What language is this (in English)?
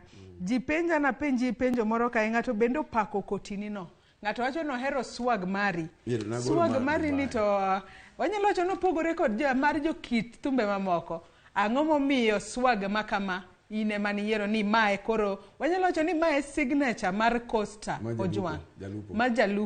Luo (Kenya and Tanzania)